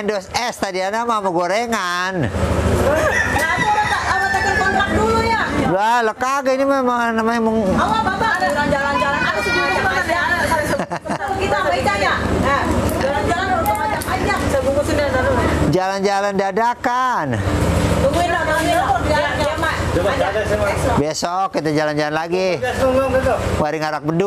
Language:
Betawi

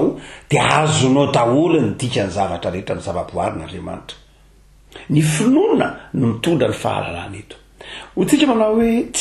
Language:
Malagasy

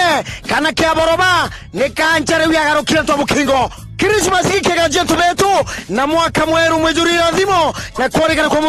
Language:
Meru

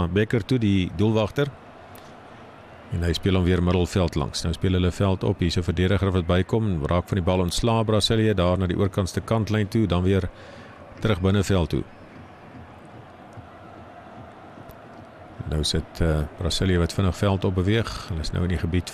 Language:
Afrikaans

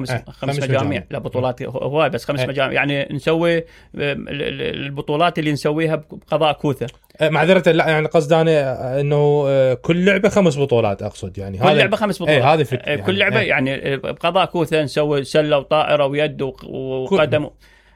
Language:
Mesopotamian Arabic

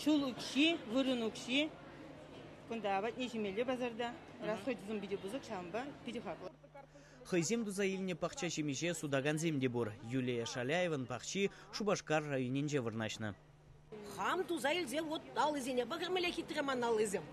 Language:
Chuvash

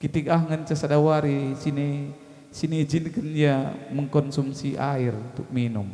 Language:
Batak Karo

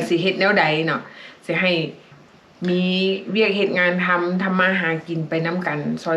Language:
Lao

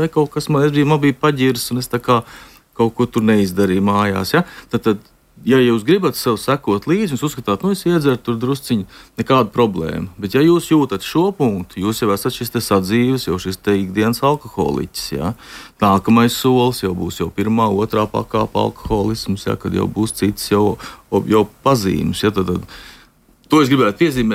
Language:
Latvian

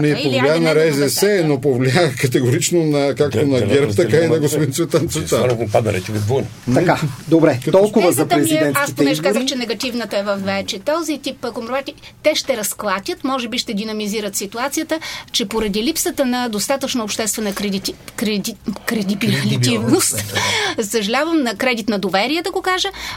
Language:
Bulgarian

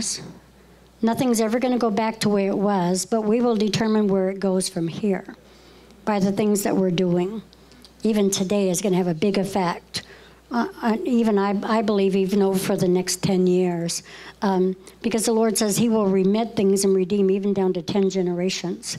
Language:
English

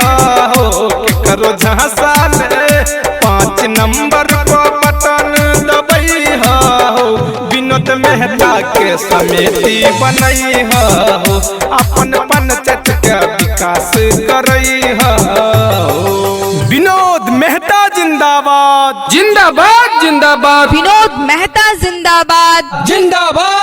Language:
Maithili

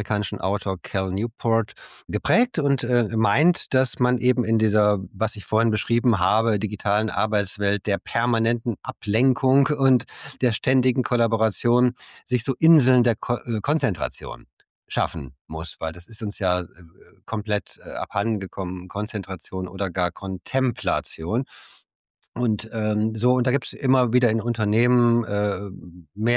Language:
German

